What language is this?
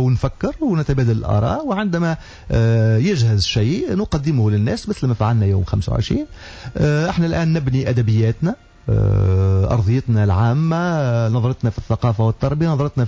Tunisian Arabic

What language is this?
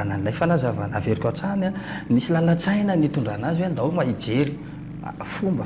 Malagasy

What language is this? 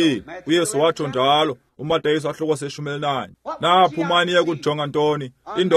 Xhosa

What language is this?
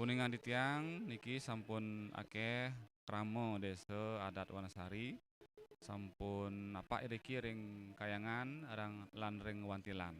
Balinese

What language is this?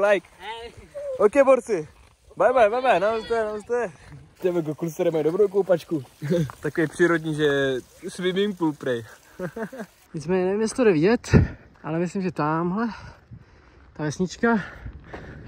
Czech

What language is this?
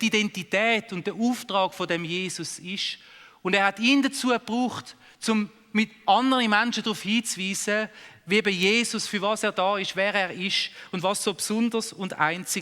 Swiss German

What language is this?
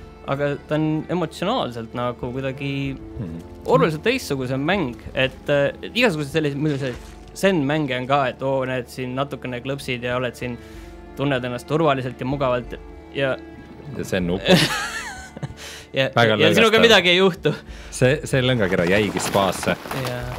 Estonian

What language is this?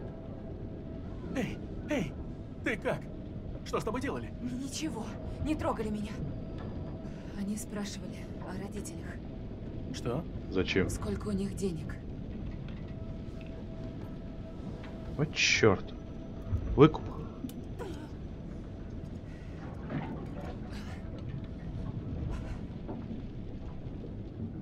Russian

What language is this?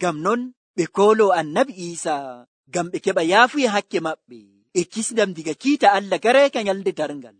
Nigerian Fulfulde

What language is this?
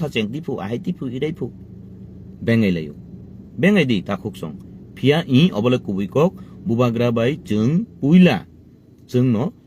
Kok Borok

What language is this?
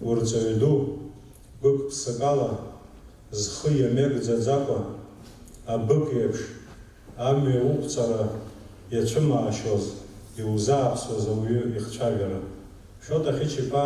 Abkhazian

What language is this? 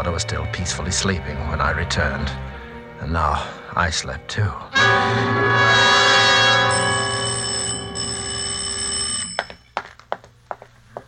English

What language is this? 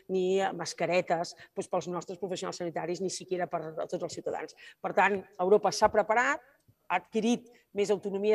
Catalan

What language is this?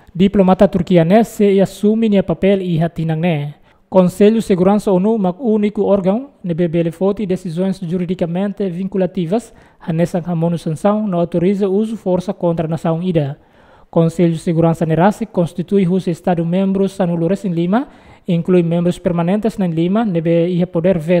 Tetum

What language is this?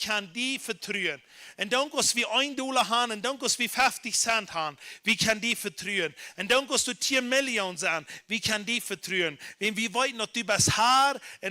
Plautdietsch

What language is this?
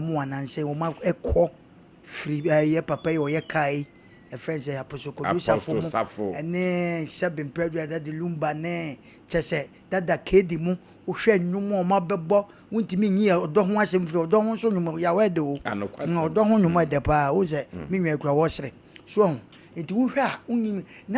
Akan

